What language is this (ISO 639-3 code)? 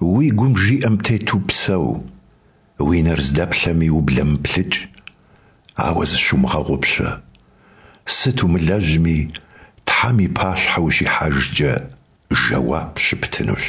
kbd